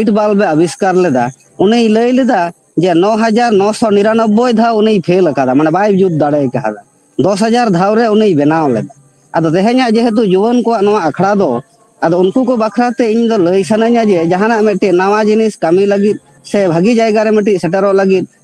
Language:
Santali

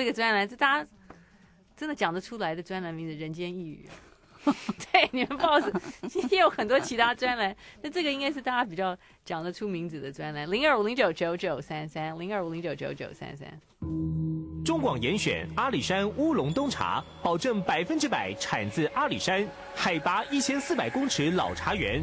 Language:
Chinese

